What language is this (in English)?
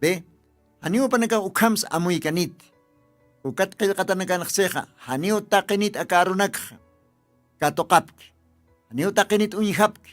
Aymara